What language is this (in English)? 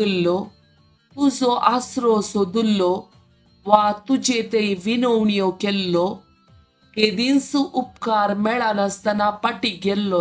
Konkani